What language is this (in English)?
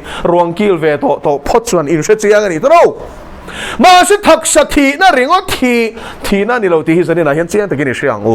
Mizo